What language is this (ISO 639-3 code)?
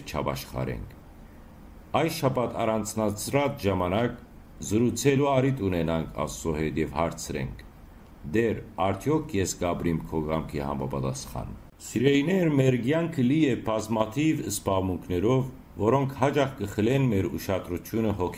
hyw